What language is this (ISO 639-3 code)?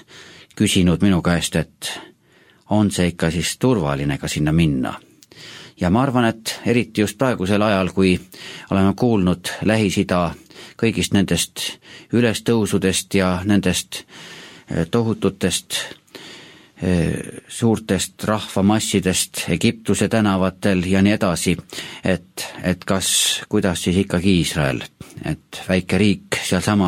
est